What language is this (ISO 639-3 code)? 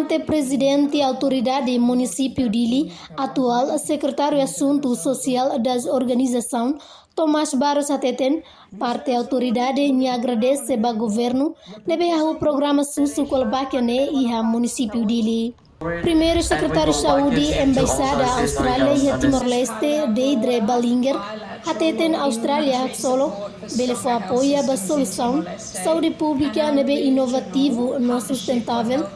tet